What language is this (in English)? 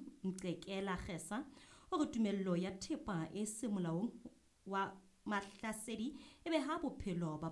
Southern Sotho